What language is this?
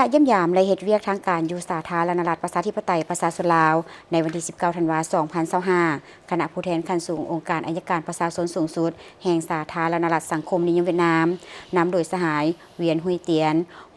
Lao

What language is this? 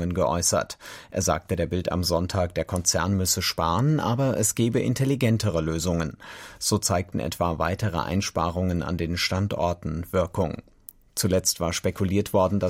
German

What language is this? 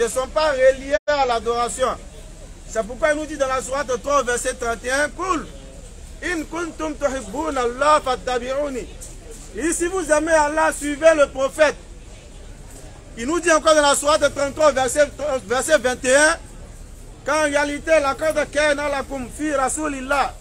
French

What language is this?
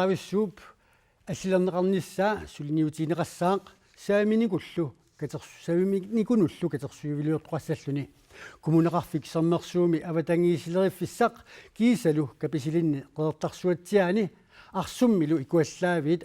Kalaallisut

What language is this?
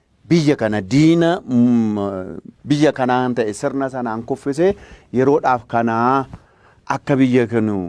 Oromo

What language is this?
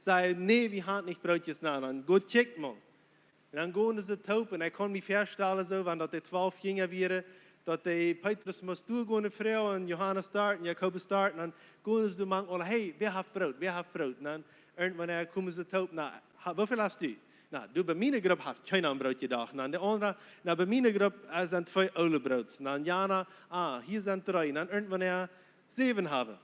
Plautdietsch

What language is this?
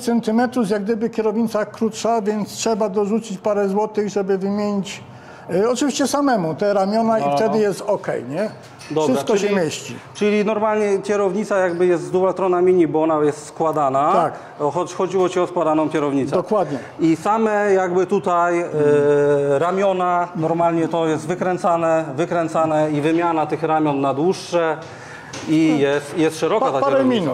Polish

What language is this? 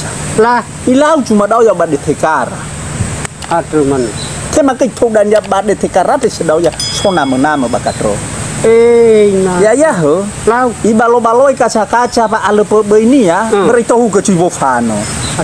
Nias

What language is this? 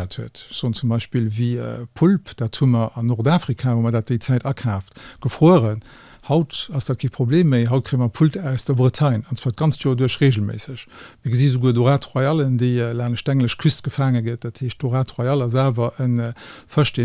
Luxembourgish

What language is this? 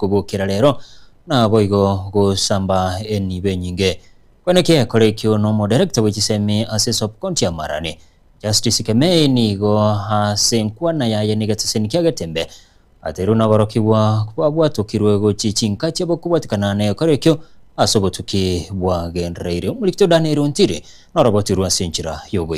Gusii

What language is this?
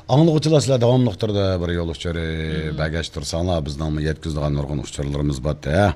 Uyghur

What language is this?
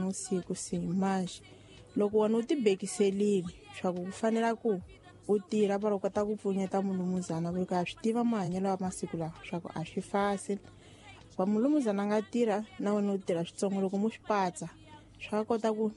Tsonga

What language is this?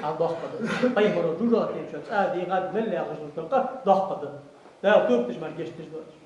Ingush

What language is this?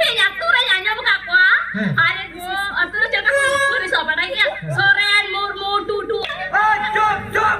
Santali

